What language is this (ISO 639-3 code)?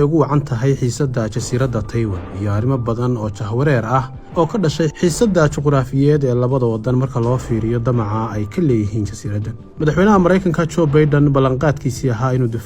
som